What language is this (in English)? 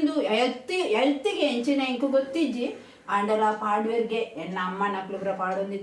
Tulu